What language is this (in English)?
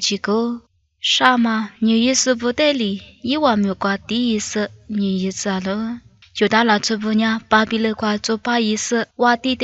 Lisu